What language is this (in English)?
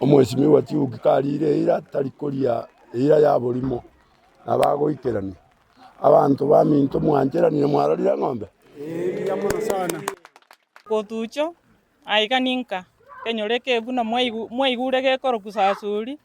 Gusii